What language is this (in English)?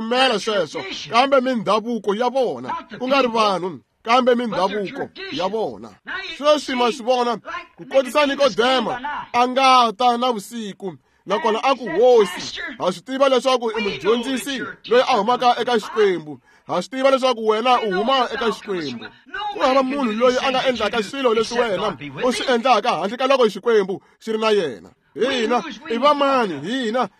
Tsonga